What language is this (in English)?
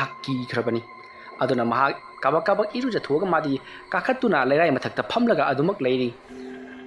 Manipuri